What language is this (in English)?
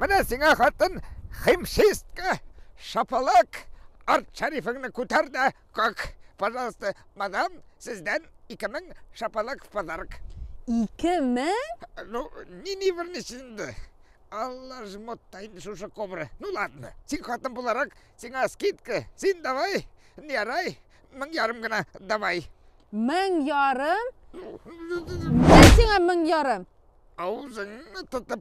Tatar